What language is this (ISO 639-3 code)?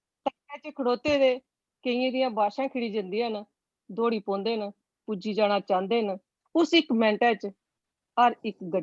doi